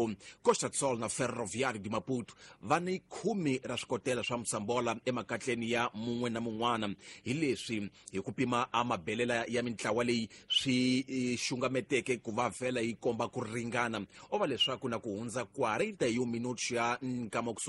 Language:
Tsonga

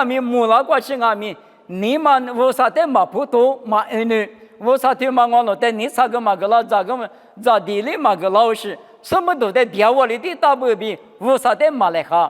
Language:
Lisu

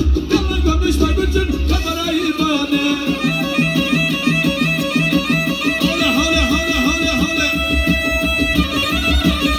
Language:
Turkish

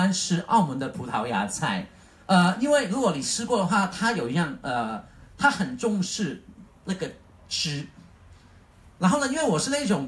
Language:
Chinese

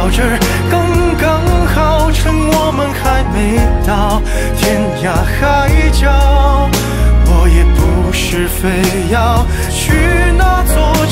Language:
Chinese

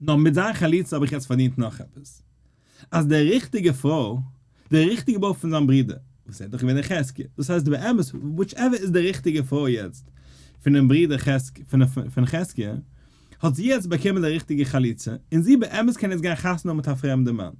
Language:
Yiddish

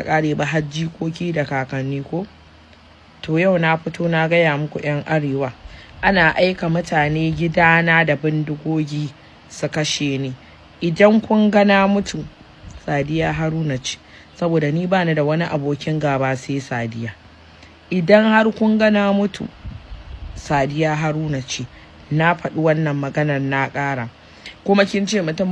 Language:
Hausa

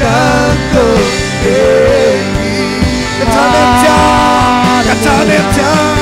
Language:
Tedim Chin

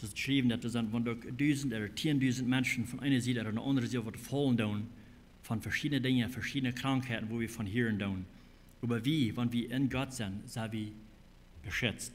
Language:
Plautdietsch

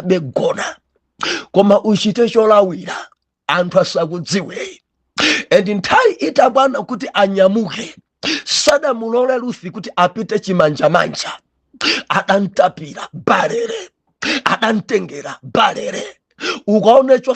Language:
Nyanja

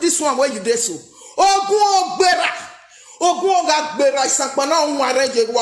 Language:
Nigerian Pidgin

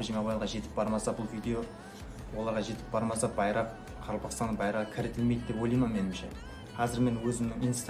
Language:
Kara-Kalpak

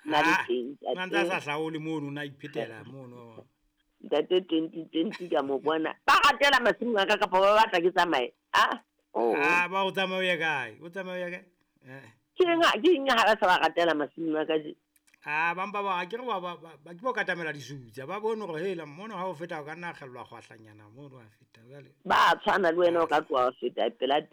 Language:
Southern Sotho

